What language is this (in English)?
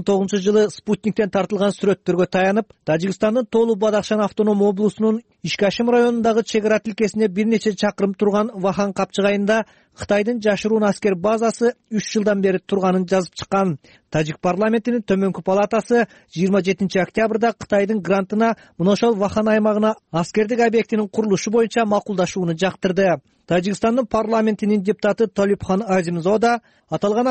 Kyrgyz